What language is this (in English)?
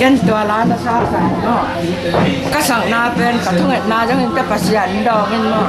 Tedim Chin